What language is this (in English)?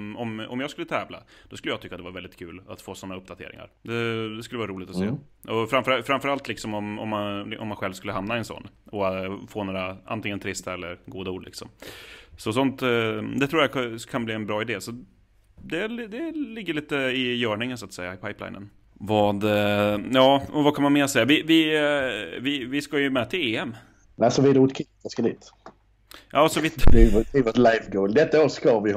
Swedish